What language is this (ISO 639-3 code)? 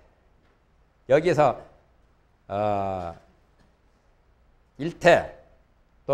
kor